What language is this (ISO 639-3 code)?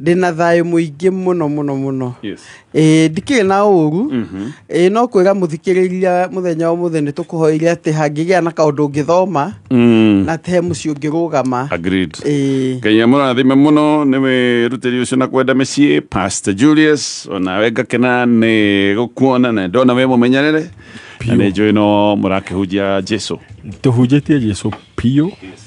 kik